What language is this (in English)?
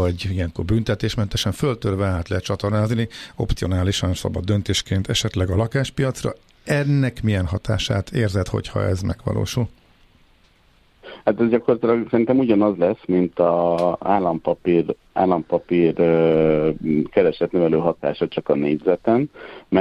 Hungarian